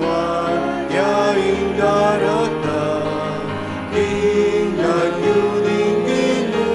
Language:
Pampanga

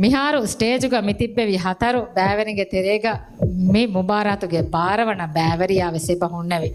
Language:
Divehi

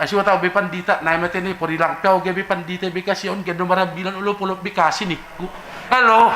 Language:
Batak Simalungun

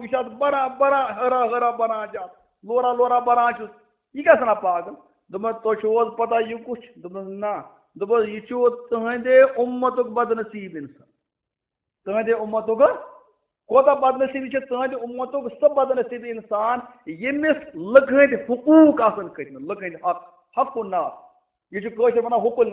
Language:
Kashmiri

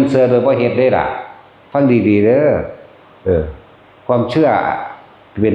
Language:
Northeastern Thai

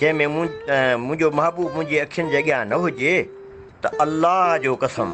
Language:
Sindhi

